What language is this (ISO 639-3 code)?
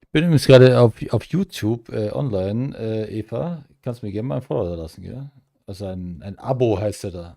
bar